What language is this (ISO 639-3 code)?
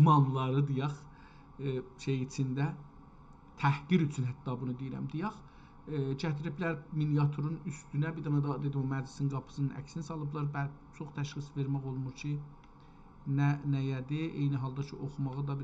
azb